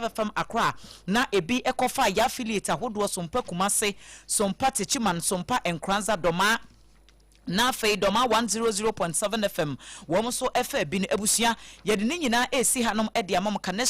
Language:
Akan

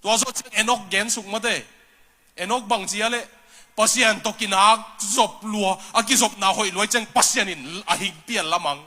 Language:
Tedim Chin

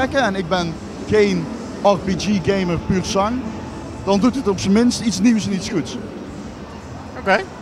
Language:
Dutch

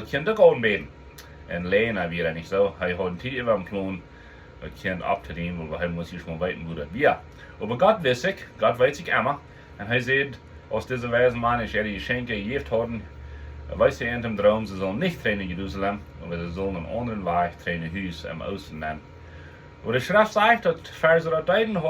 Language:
Plautdietsch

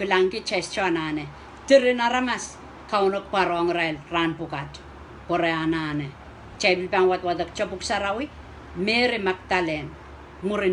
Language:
Pohnpeian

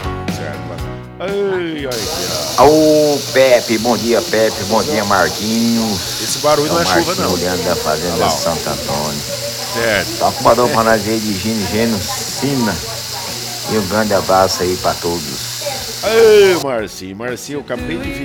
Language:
Portuguese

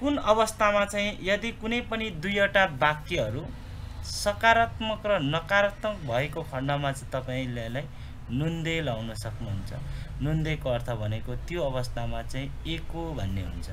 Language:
Nepali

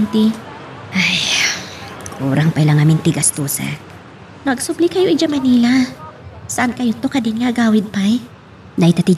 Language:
Iloko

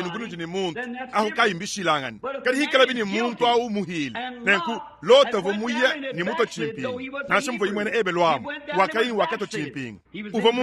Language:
Luba-Lulua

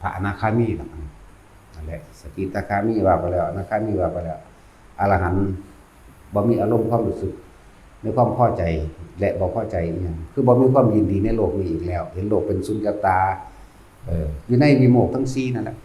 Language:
Northeastern Thai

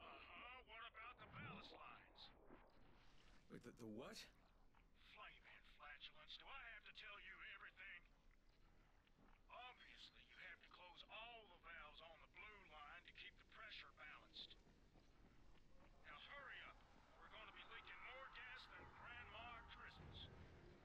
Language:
English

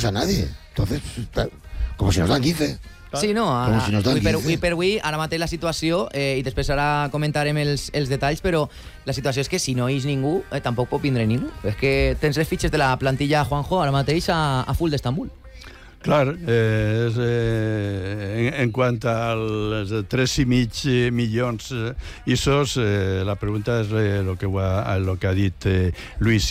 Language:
Catalan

